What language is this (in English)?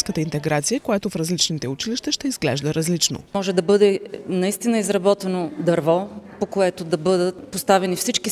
Bulgarian